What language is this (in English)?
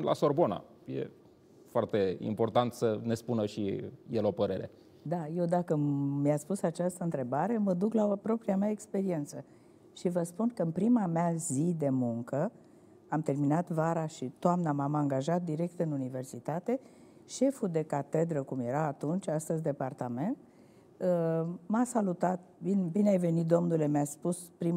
Romanian